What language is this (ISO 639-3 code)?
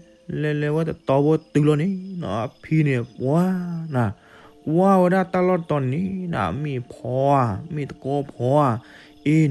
ksw